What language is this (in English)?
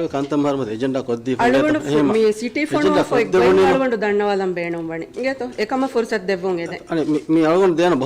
Divehi